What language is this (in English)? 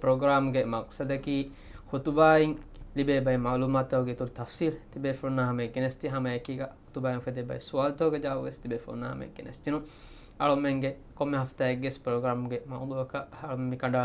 Divehi